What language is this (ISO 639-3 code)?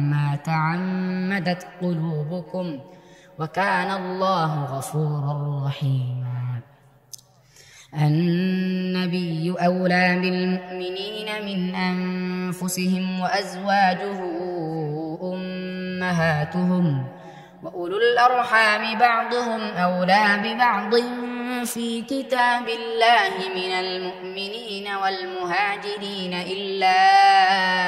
ara